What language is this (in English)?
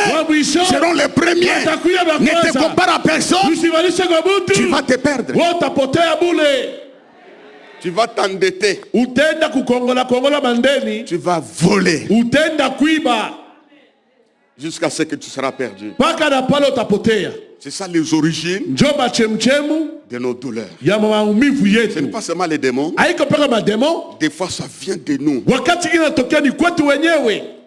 Swahili